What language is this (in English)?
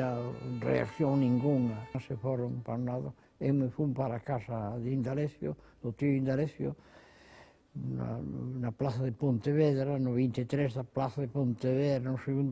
Galician